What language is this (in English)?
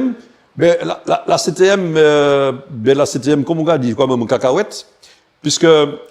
Guadeloupean Creole French